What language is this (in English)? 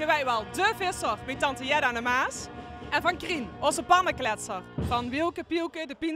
Limburgish